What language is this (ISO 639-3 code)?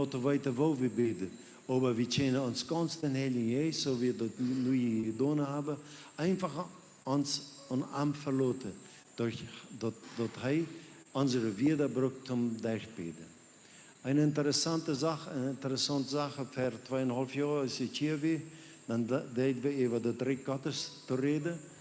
pdt